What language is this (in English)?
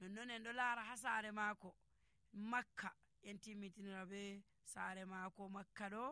Nigerian Fulfulde